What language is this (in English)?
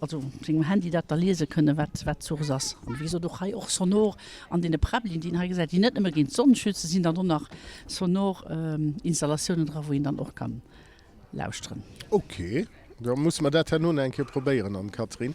Luxembourgish